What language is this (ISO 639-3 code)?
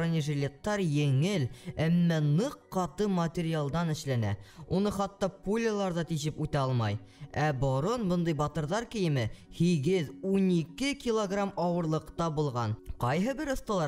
bak